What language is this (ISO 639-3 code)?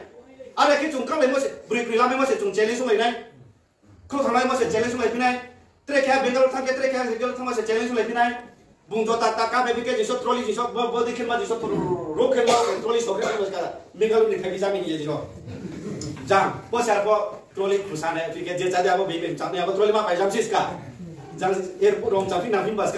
ria